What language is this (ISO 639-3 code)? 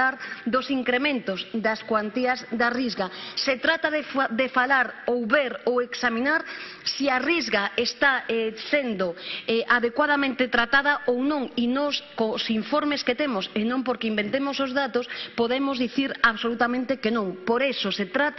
glg